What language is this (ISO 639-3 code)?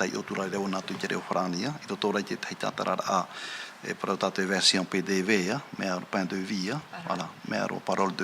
tah